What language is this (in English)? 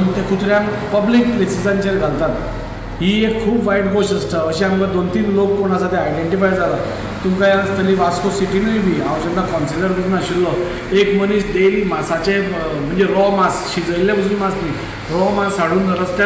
Konkani